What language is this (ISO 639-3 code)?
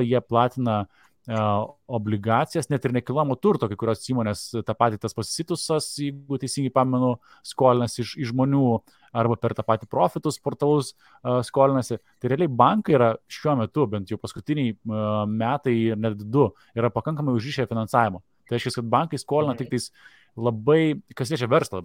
lit